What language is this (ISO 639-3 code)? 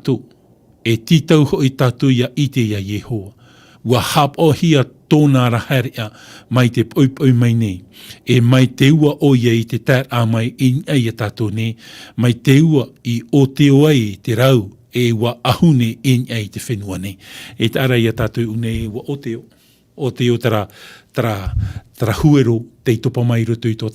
tah